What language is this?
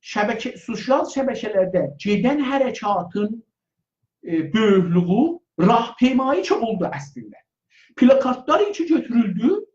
South Azerbaijani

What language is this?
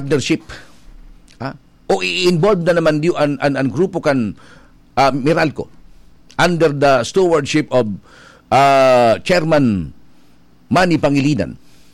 Bikol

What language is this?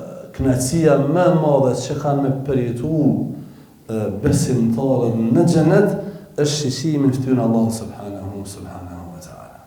Albanian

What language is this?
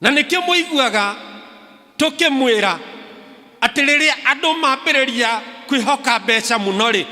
Kikuyu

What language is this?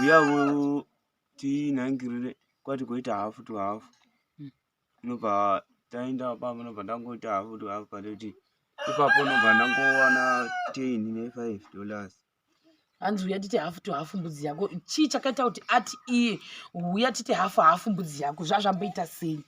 Shona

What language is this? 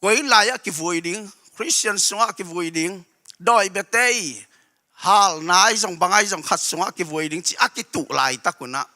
Tedim Chin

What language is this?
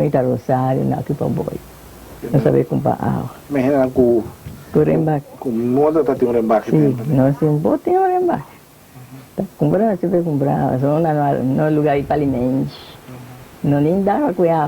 Papiamento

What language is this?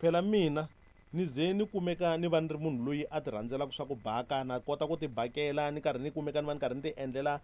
Tsonga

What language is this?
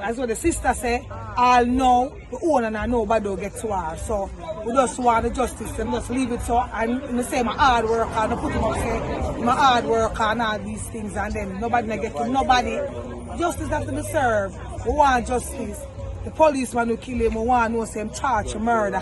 Jamaican Creole English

